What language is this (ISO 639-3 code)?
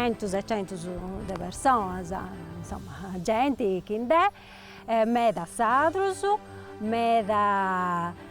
srd